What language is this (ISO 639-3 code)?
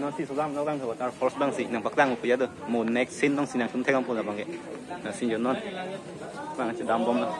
mjw